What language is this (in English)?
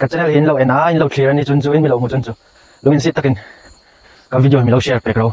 Hmar